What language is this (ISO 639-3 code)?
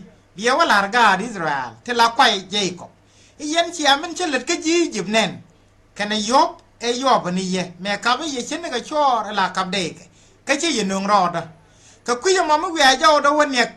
nus